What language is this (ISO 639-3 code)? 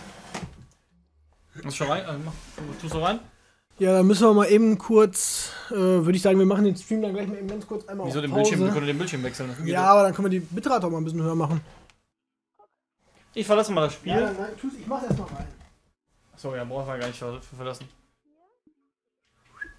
deu